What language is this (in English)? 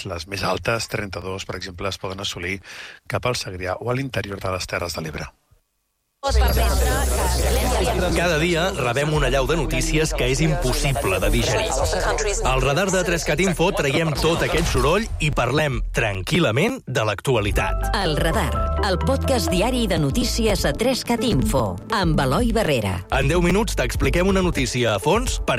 Catalan